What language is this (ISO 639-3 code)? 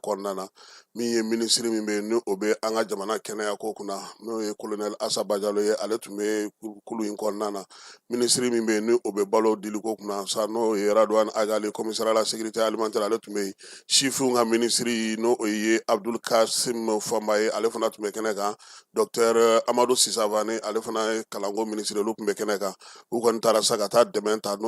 bam